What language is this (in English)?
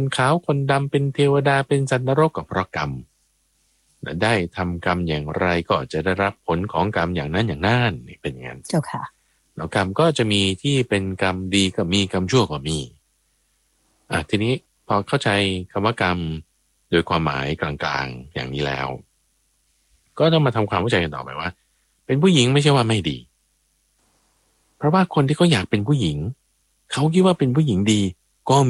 Thai